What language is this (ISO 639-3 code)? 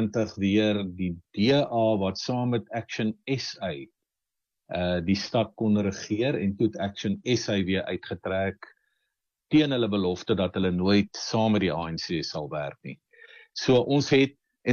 afr